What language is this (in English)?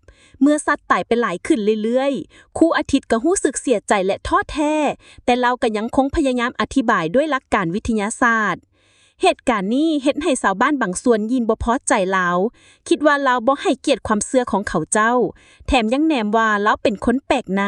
Lao